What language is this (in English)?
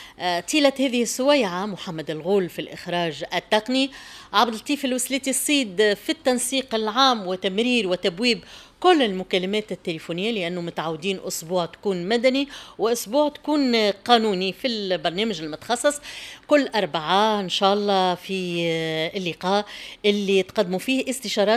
Tunisian Arabic